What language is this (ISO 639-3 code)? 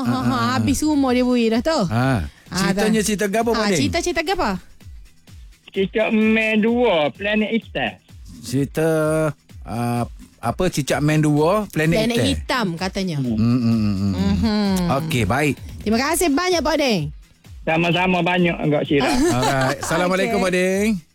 msa